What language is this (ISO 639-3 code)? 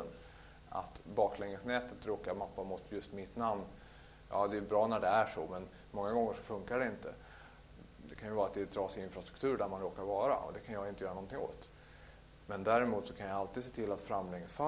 swe